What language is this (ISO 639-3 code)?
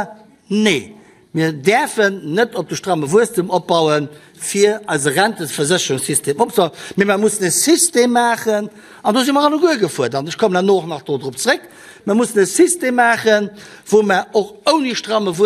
ltz